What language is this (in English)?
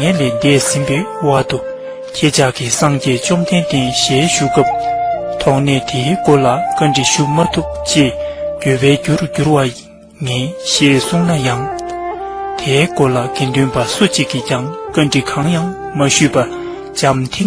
Tibetan